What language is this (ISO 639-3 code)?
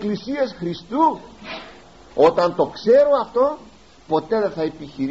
ell